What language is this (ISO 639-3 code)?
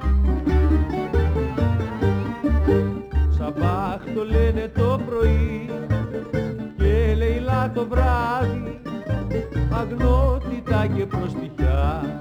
ell